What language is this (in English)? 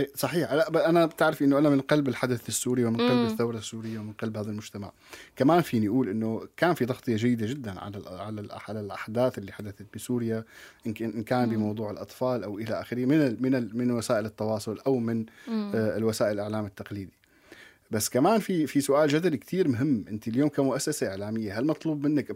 North Levantine Arabic